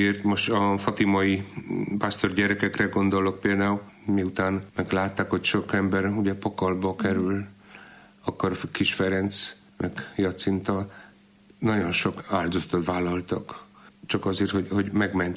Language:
Hungarian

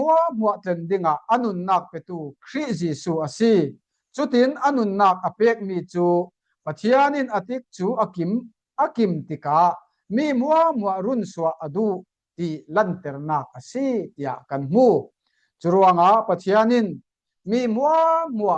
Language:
Falam Chin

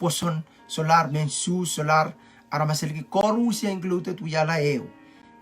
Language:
Pohnpeian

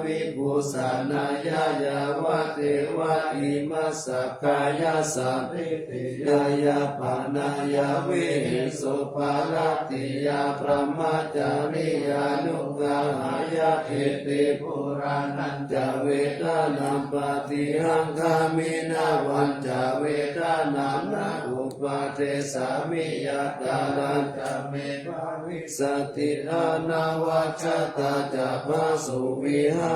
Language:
Pali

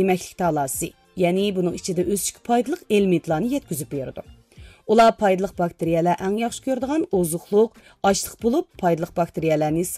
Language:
Uyghur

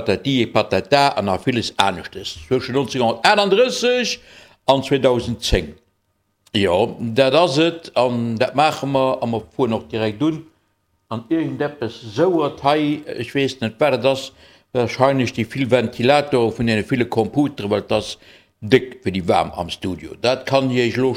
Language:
Luxembourgish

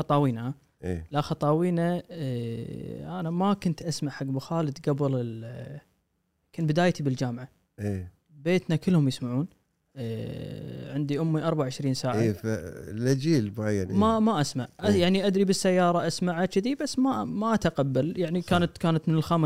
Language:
Gulf Arabic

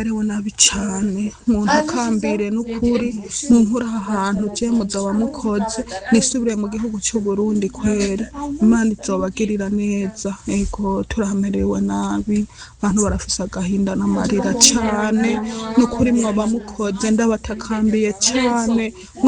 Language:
Rundi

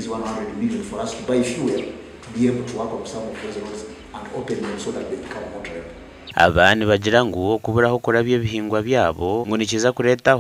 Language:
Nyankole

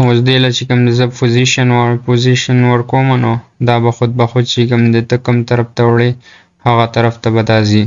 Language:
Pashto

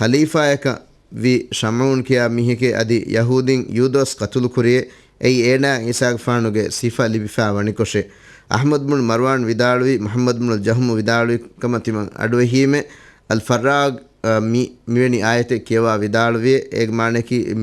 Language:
Divehi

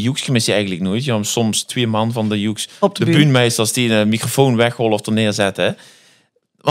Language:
Limburgish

